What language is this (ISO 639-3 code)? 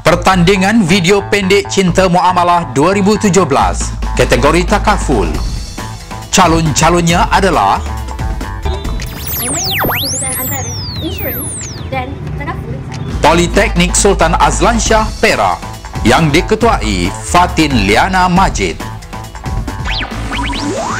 msa